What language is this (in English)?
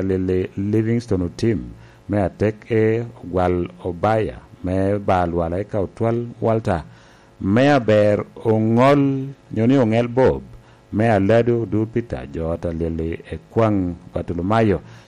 Lango (Uganda)